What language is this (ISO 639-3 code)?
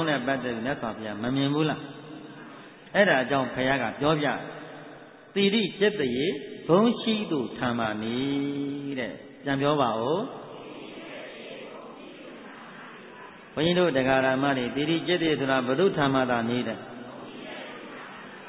mya